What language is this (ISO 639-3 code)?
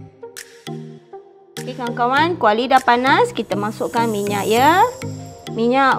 msa